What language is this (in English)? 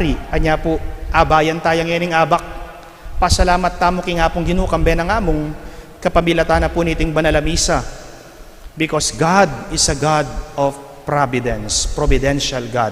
Pampanga